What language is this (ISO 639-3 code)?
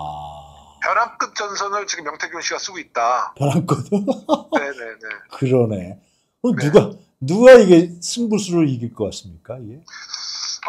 kor